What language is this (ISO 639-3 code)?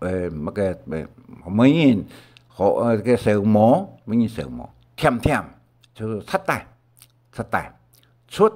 hak